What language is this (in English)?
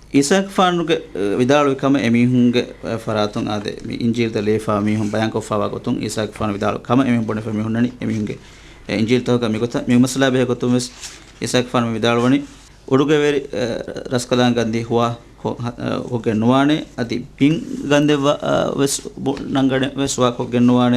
Divehi